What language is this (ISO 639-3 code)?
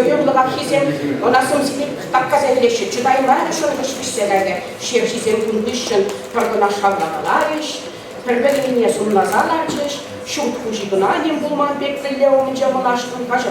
chv